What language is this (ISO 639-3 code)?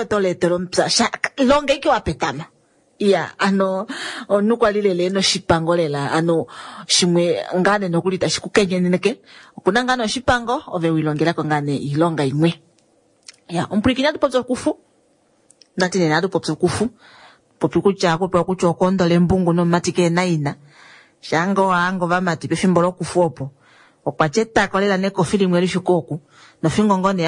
kua